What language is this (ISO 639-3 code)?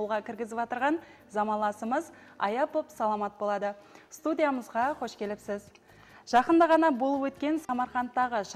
kaa